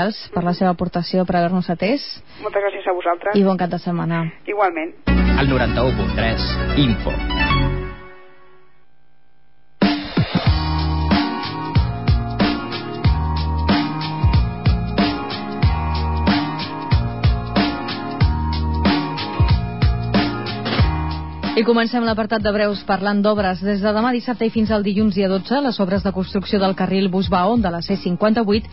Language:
Catalan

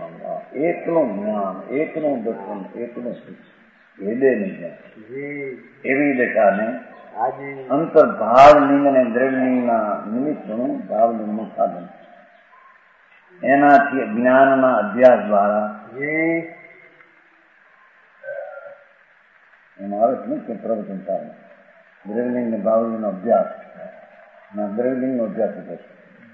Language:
Gujarati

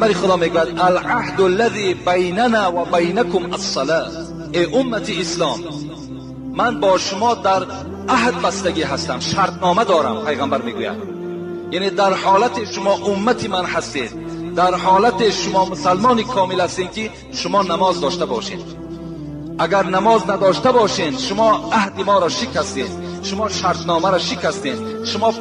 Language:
Tajik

